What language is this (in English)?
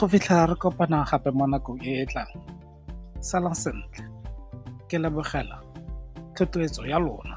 Tswana